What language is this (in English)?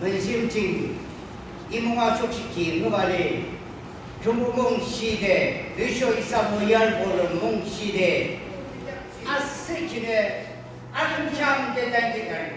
Yimchungru Naga